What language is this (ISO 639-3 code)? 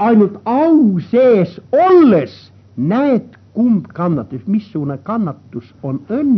est